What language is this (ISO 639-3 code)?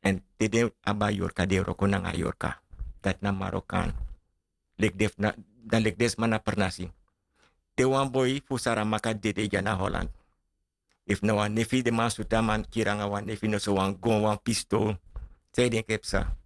srn